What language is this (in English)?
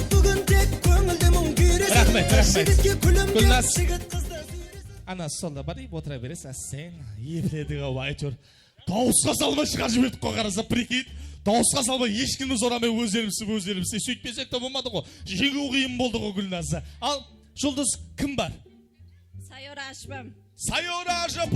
Kara-Kalpak